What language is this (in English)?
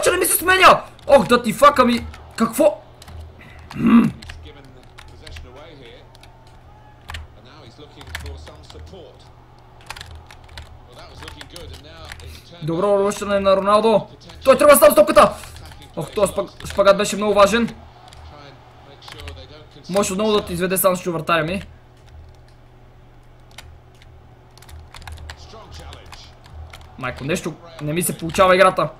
Bulgarian